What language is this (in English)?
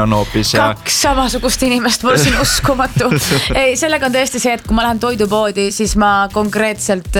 Estonian